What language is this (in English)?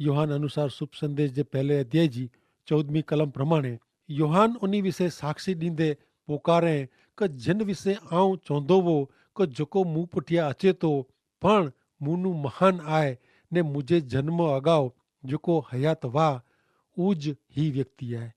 Kachhi